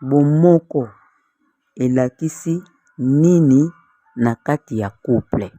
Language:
Lingala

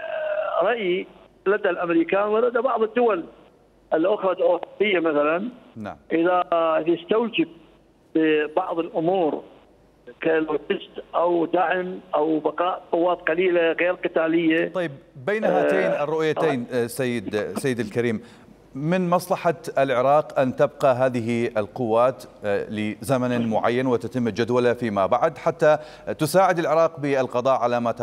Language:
Mesopotamian Arabic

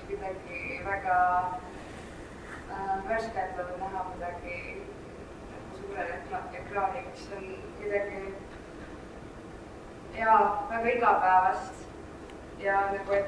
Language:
Estonian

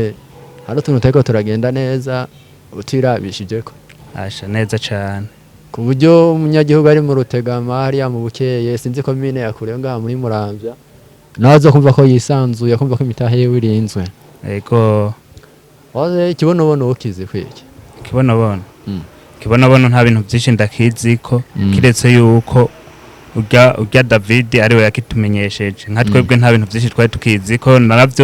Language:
Rundi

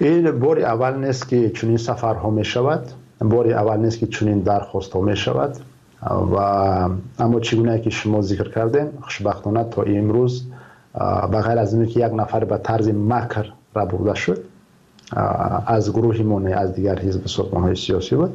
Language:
Tajik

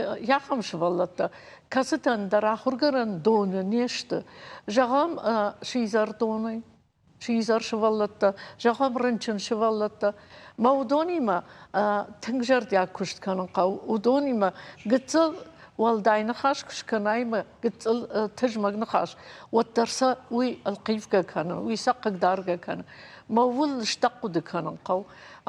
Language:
Ossetic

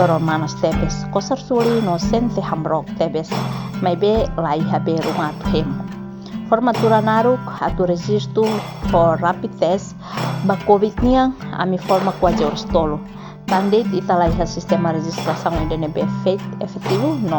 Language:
Tetum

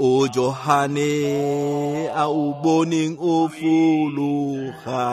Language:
Tswana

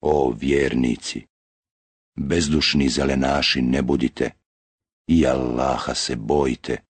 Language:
Bosnian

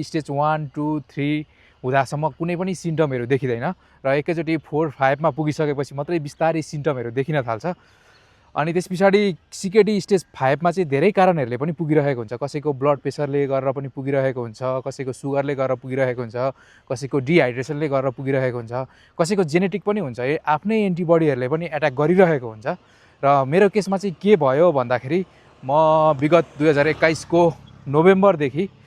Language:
Nepali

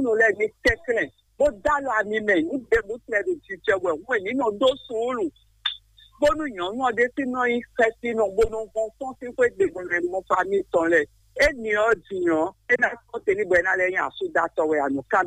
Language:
Fon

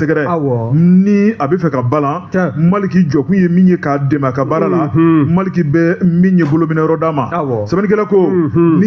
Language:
Bambara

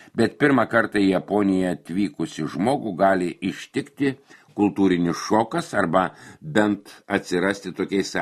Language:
Lithuanian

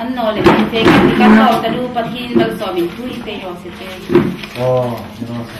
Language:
Hmar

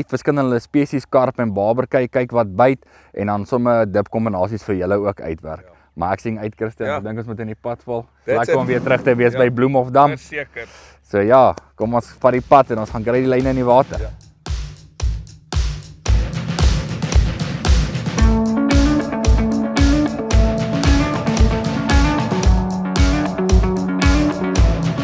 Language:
Afrikaans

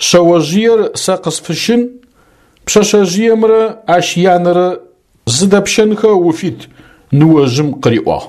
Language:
Adyghe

